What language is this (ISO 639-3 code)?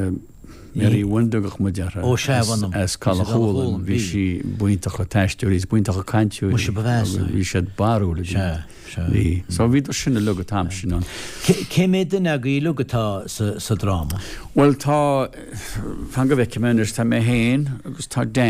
gle